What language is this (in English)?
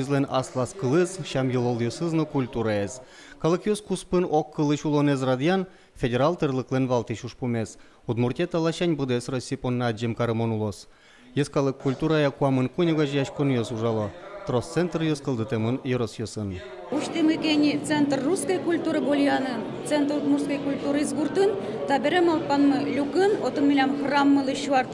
Udmurt